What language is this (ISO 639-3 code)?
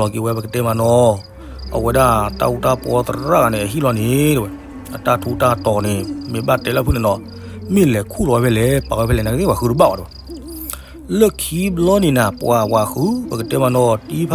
ksw